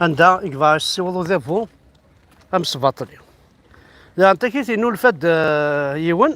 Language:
Kabyle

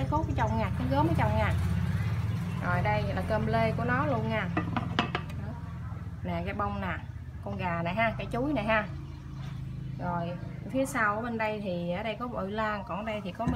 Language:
Vietnamese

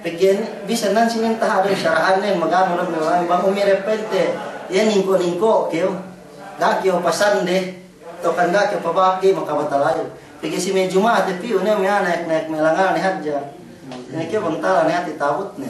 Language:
Yakan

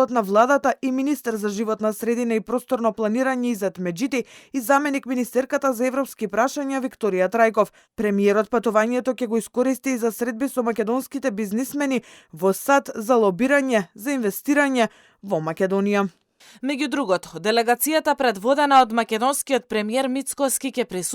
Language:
Macedonian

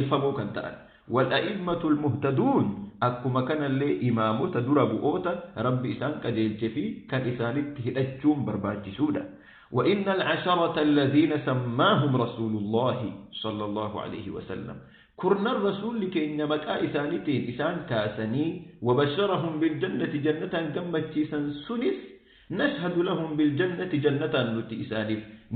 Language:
Oromo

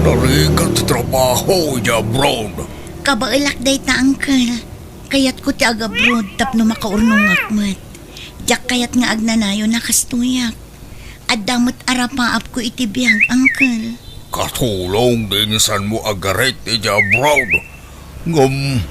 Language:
Iloko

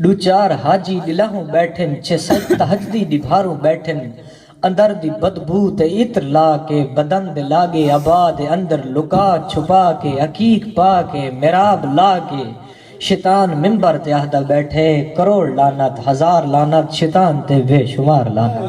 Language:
Saraiki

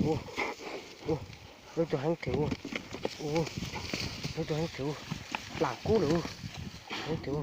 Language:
Hmong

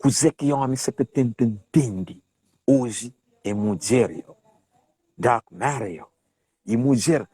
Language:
Kabuverdianu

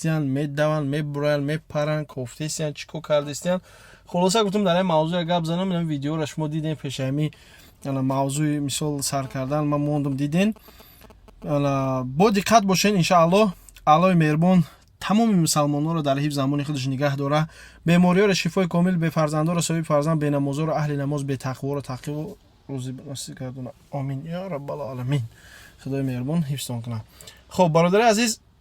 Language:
Tajik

